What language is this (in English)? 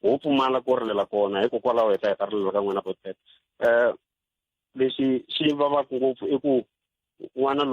Tsonga